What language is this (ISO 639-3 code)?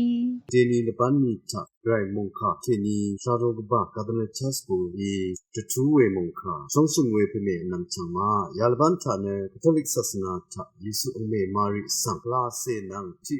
raw